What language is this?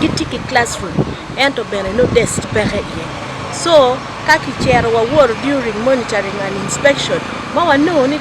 Acoli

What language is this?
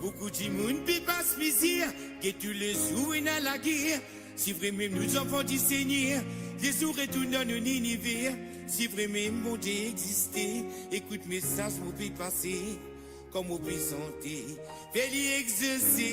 Morisyen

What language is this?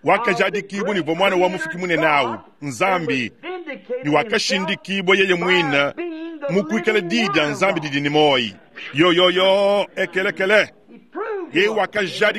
Luba-Lulua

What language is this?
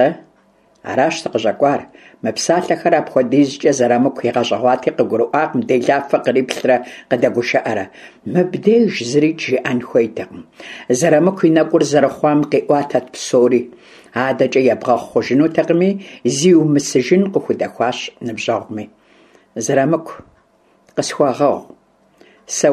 Kabardian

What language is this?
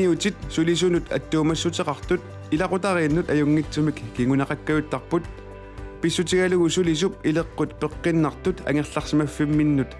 Kalaallisut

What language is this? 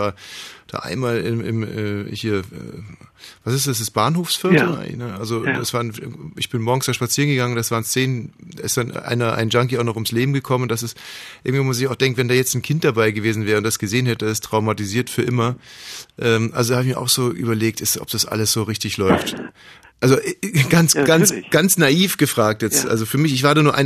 German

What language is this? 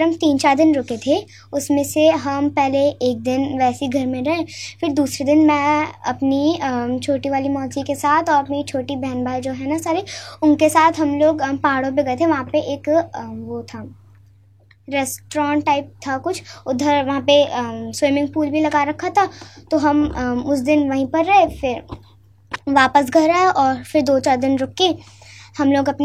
Hindi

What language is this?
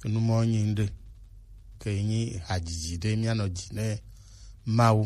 Gen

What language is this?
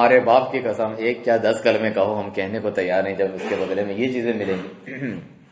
Urdu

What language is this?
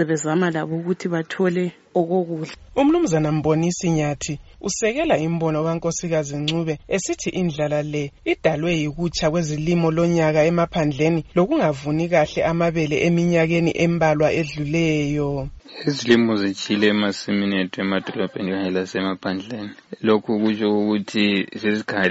North Ndebele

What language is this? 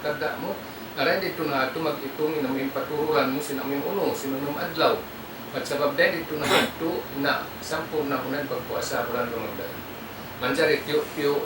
Tausug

